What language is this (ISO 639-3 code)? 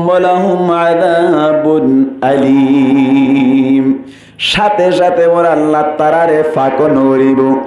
rhg